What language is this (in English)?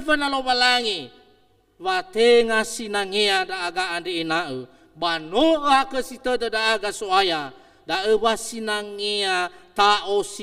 Nias